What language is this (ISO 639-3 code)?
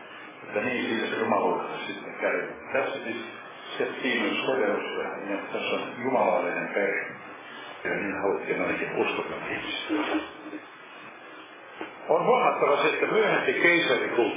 fin